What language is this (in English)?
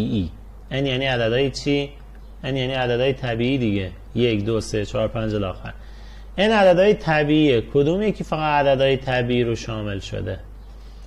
Persian